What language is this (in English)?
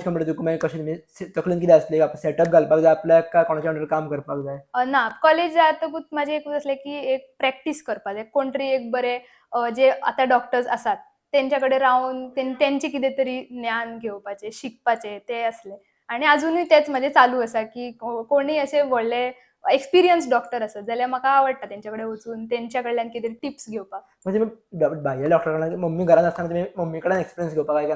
Konkani